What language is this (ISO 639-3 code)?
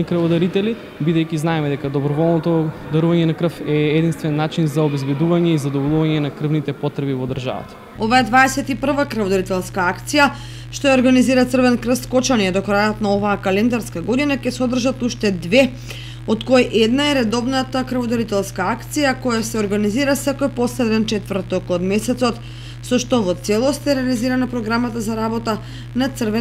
mkd